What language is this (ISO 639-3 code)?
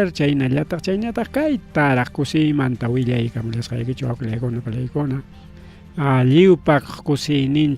quy